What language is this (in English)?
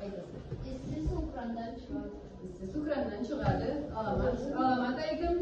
Karachay-Balkar